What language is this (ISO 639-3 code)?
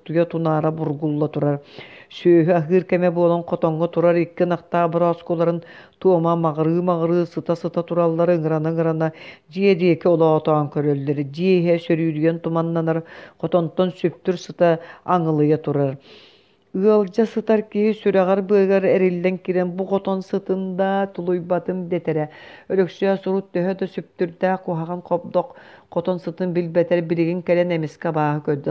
sah